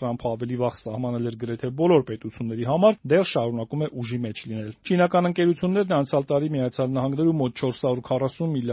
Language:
Armenian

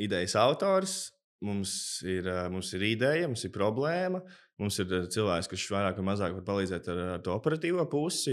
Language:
Latvian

